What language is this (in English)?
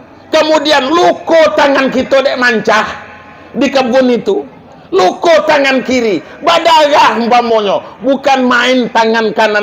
Minangkabau